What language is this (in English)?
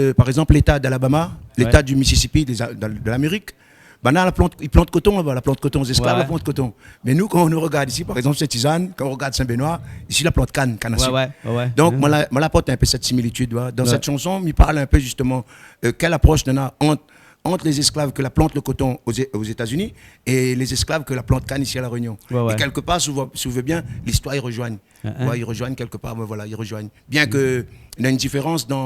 Réunion Creole French